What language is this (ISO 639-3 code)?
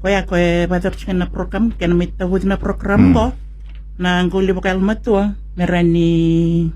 fij